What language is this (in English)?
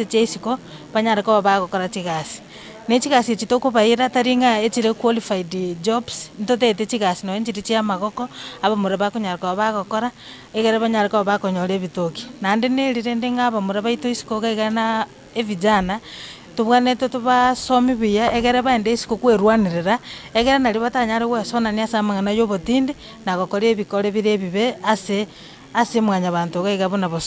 Gusii